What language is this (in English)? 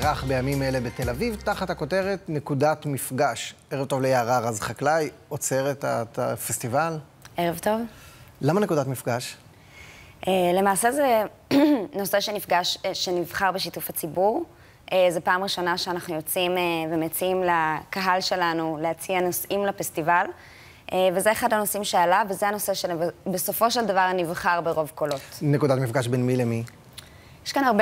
Hebrew